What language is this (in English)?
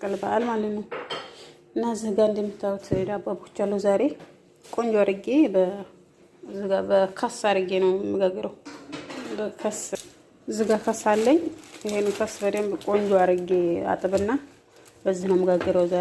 Amharic